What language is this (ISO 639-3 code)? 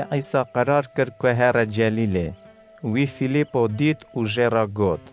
kur